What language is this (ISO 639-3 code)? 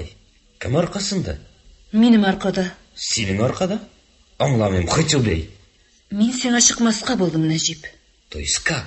tat